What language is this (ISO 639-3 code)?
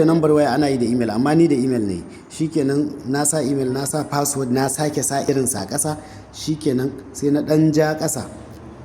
hau